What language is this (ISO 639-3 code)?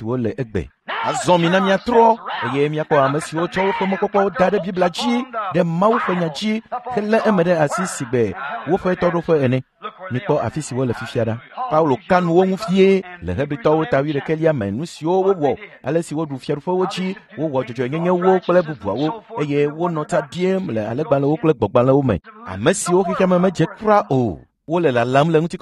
ewe